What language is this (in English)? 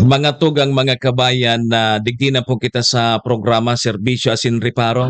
Bikol